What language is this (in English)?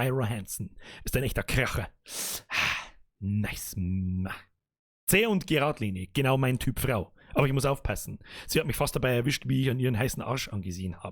Bavarian